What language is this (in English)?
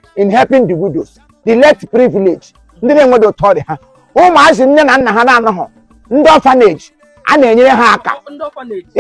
Igbo